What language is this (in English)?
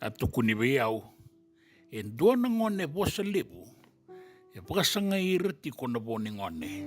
Fijian